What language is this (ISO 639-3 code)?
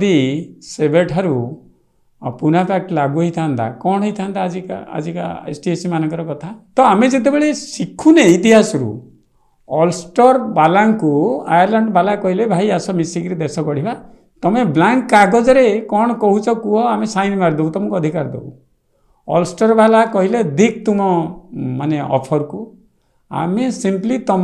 ori